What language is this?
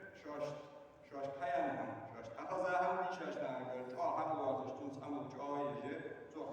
Ingush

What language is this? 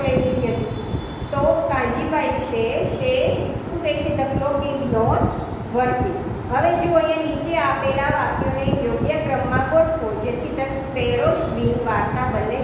Gujarati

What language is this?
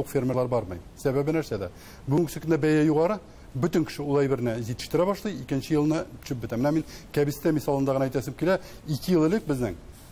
Tatar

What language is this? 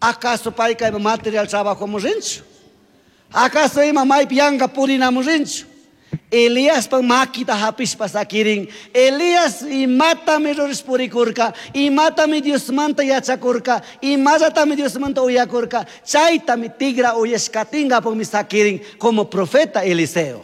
Chimborazo Highland Quichua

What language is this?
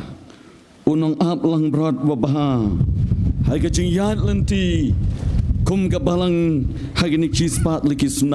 Khasi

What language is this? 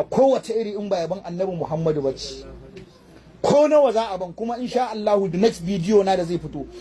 Hausa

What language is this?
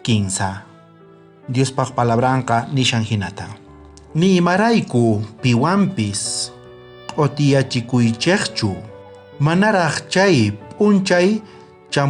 South Bolivian Quechua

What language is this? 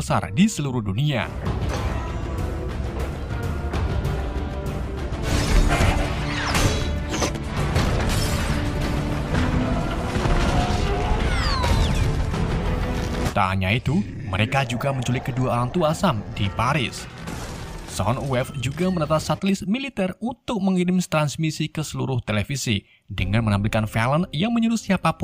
Indonesian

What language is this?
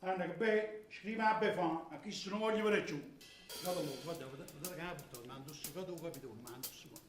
Neapolitan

